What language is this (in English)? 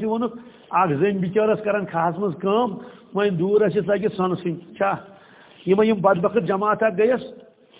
Kashmiri